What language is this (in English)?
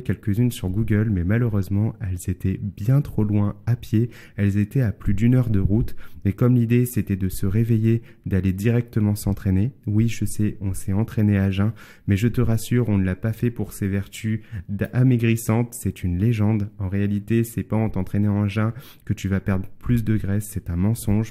French